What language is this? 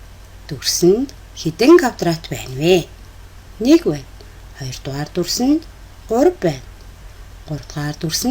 Mongolian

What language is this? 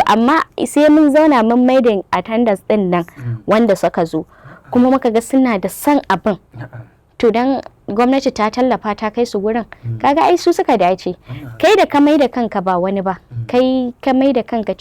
Hausa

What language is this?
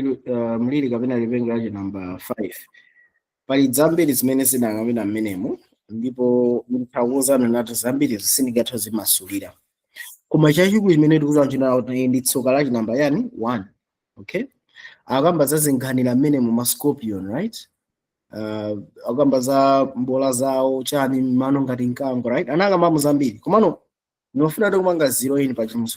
Nyanja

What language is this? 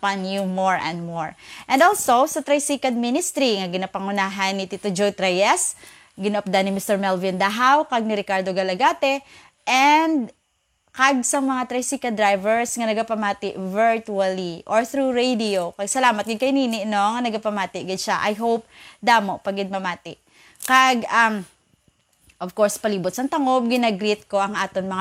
Hiligaynon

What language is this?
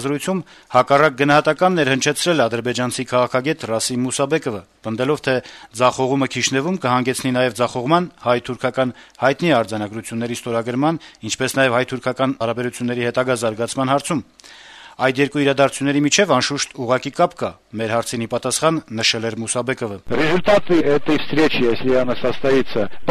Armenian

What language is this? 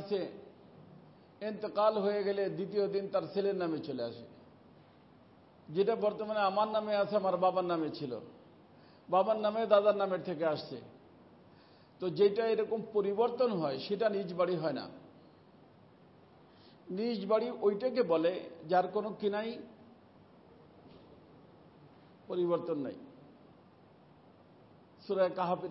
Bangla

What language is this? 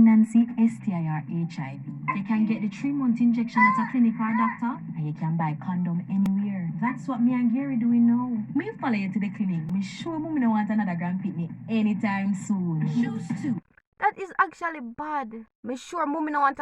Jamaican Creole English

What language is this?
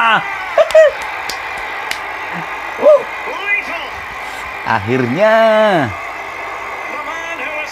Javanese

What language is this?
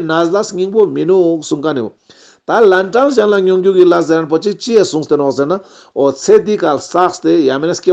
Ladakhi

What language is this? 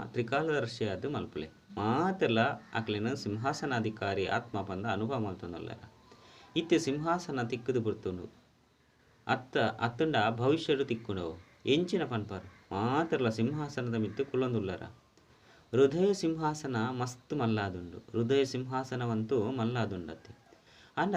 Tulu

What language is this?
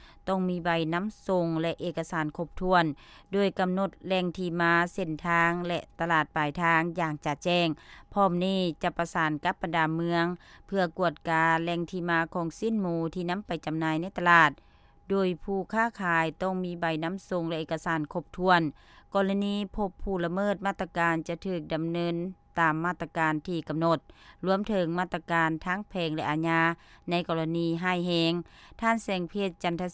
Lao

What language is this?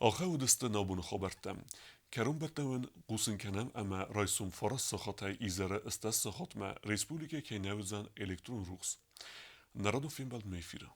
Ossetic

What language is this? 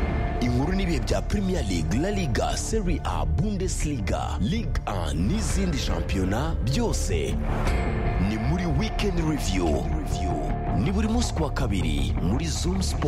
Kinyarwanda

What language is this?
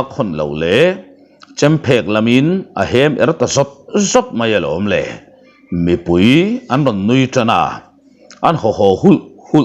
Mizo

